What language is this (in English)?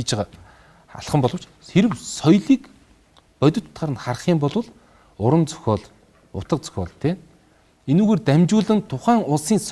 Mongolian